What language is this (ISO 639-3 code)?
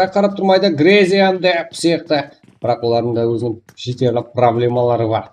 kaa